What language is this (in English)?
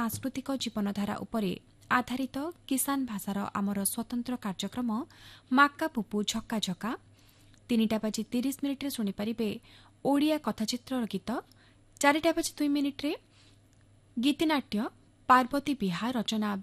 Odia